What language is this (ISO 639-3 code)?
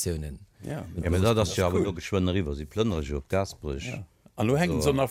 ltz